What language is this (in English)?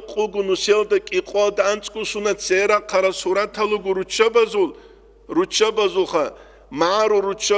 Avaric